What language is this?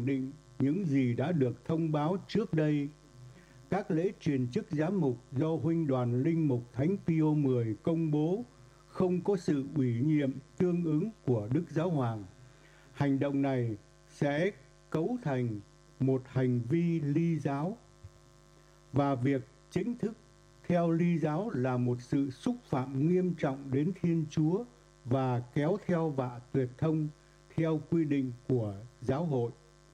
Vietnamese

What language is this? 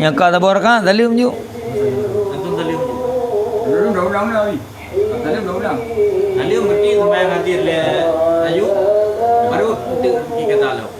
Achinese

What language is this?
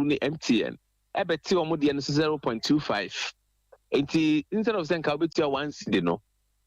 Akan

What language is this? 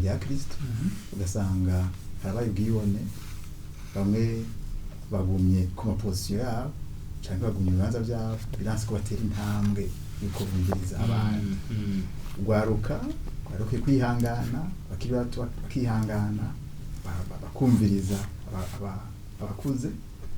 Rundi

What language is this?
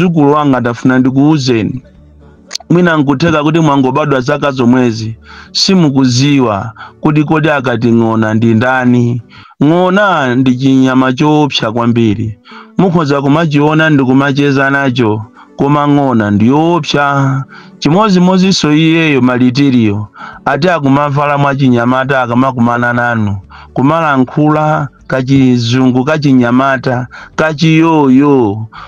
Nyanja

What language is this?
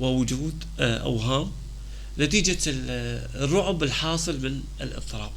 North Levantine Arabic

